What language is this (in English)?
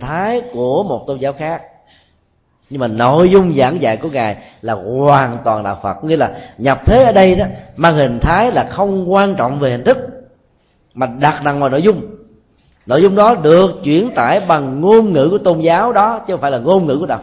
Vietnamese